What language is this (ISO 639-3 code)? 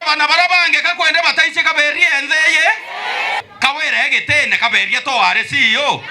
mer